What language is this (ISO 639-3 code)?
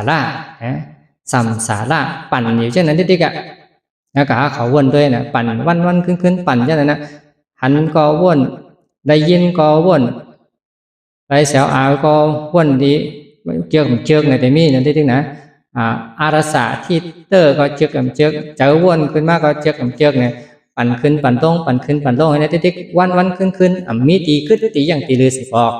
shn